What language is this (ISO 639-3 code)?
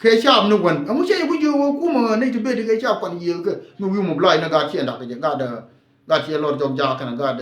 nus